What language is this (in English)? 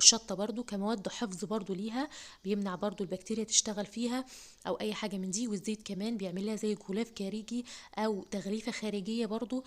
Egyptian Arabic